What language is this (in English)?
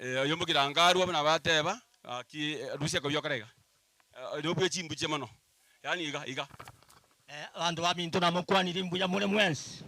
Gusii